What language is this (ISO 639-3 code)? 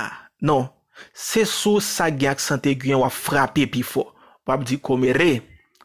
hat